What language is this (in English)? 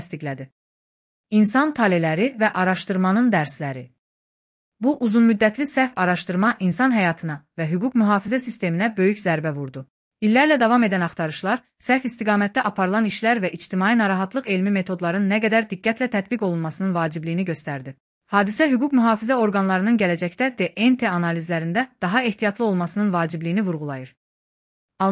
Azerbaijani